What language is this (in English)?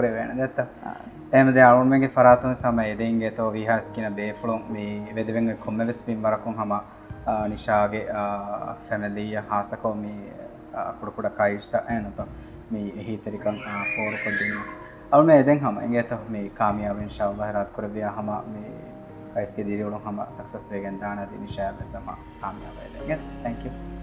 Divehi